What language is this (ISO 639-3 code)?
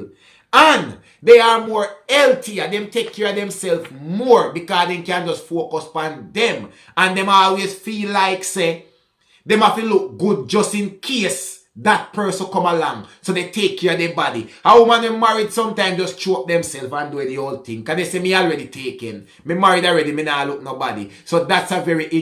jam